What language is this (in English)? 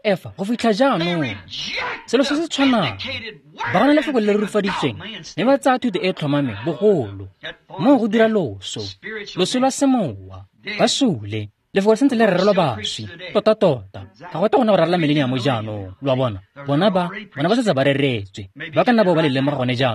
Tswana